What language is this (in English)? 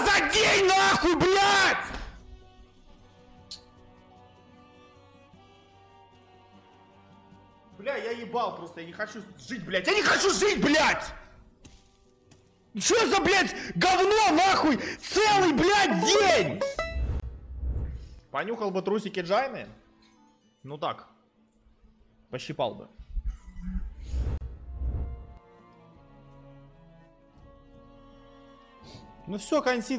Russian